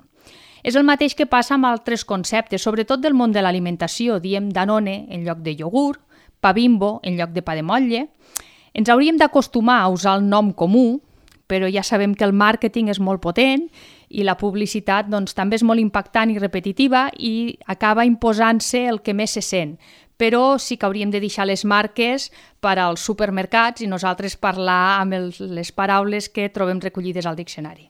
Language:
Catalan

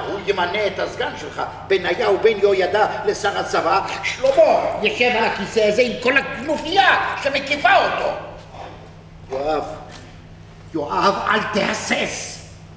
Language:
Hebrew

